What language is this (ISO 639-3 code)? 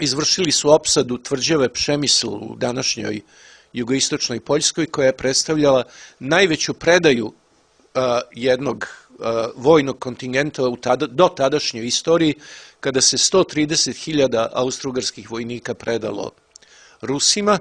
srp